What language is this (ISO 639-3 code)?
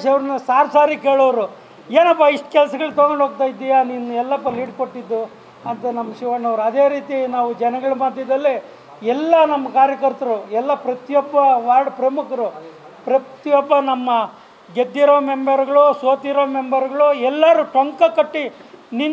kan